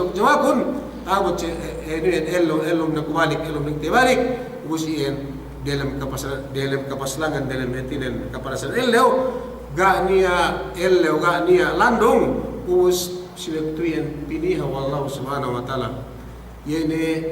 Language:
Yakan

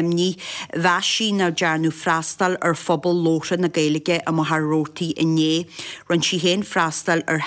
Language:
Irish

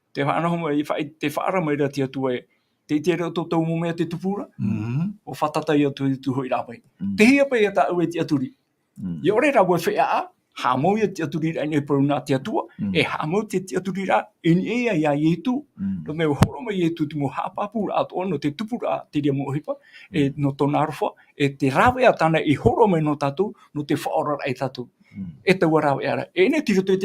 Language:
Tahitian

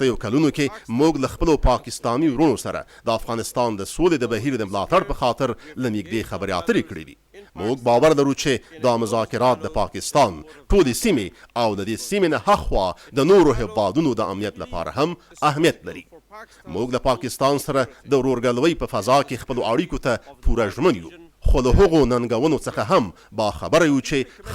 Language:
Pashto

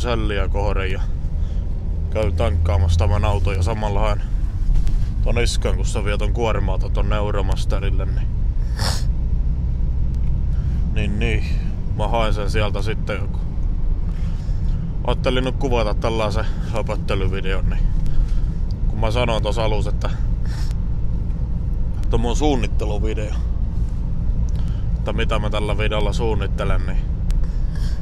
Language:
Finnish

